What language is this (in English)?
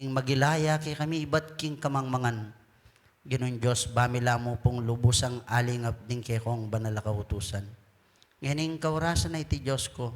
Pampanga